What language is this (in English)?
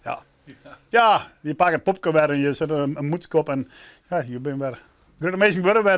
Western Frisian